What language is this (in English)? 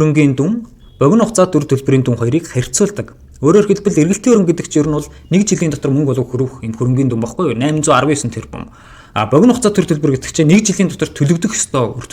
Mongolian